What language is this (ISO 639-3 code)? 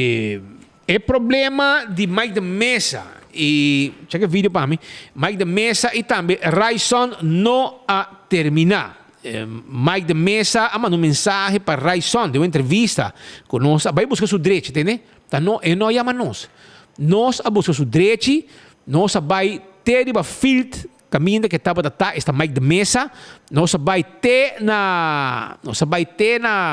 pap